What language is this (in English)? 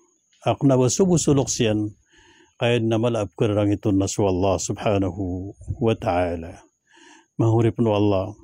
Maranao